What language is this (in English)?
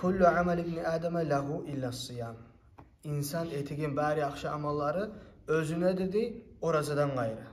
Kumyk